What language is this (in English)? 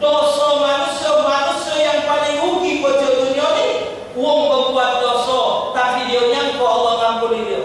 Musi